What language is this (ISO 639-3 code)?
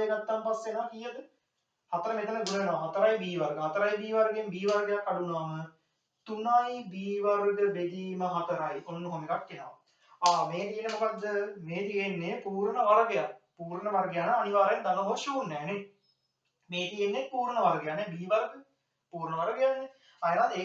sin